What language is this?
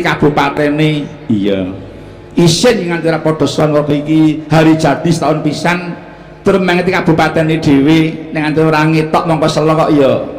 Javanese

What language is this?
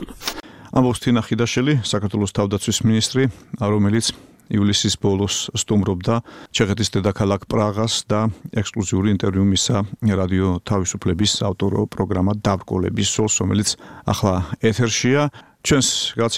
Georgian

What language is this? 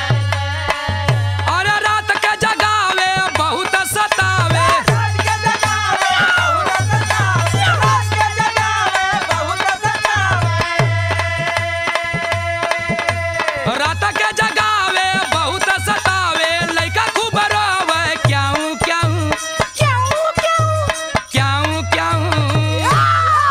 Bhojpuri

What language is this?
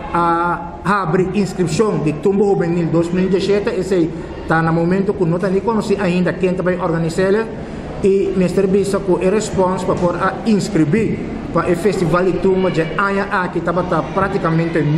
Papiamento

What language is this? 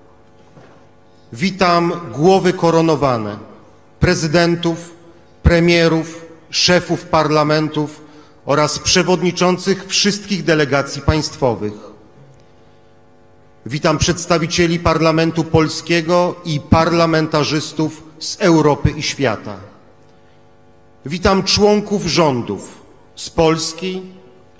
Polish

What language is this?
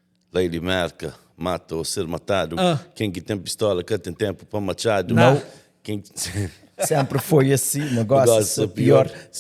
Kabuverdianu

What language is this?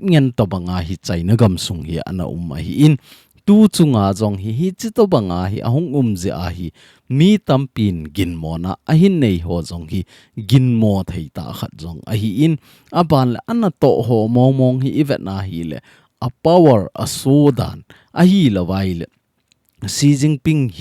Thado Chin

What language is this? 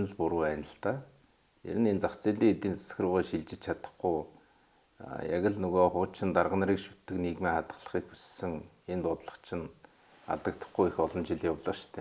Mongolian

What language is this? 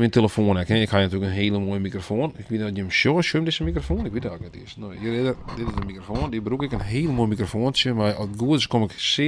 Western Frisian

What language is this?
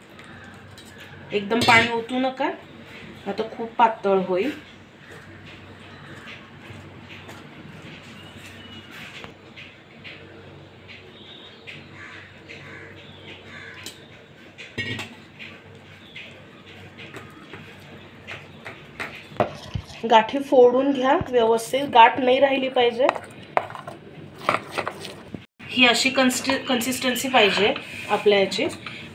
Marathi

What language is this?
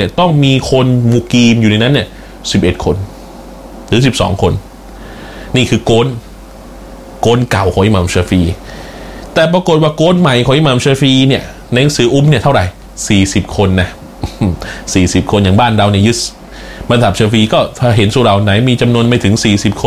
Thai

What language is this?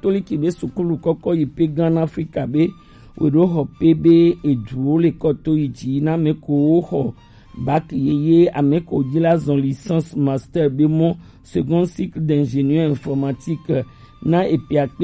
Gen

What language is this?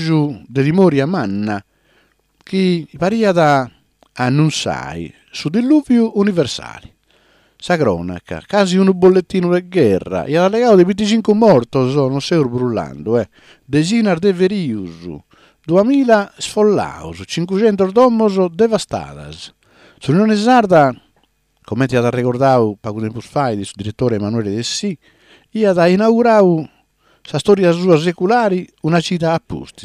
Sardinian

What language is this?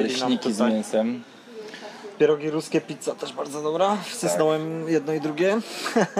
Polish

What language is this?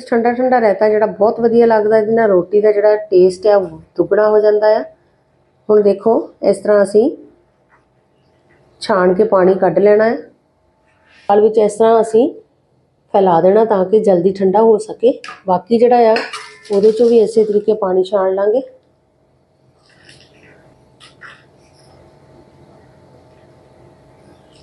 Punjabi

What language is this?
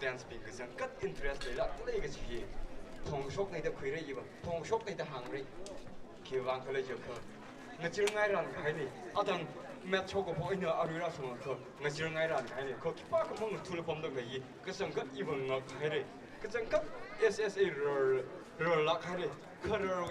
Tangkhul Naga (India)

